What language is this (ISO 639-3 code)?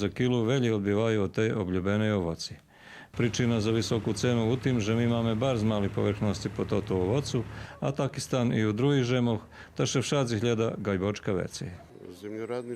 rue